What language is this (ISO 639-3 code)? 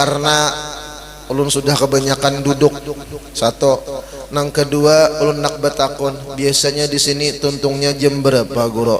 bjn